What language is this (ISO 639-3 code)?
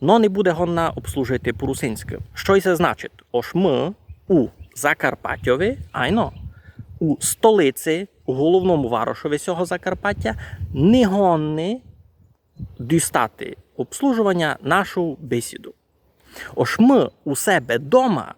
rue